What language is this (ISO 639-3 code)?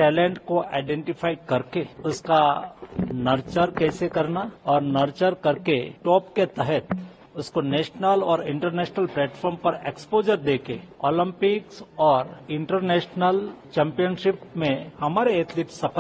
mal